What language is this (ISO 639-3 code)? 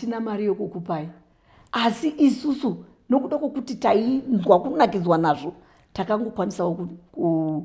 sna